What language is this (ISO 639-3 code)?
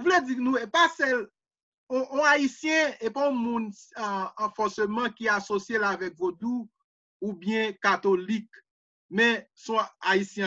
hat